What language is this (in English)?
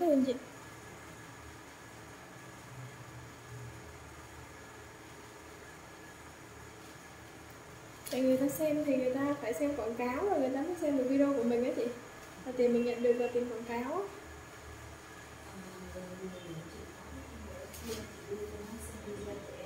Vietnamese